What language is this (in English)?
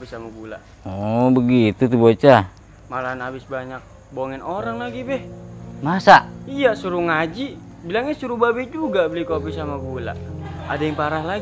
Betawi